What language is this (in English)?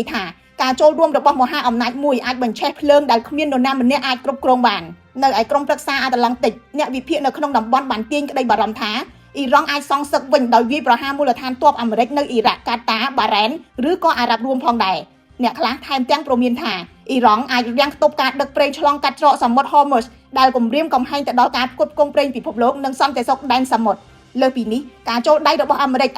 Khmer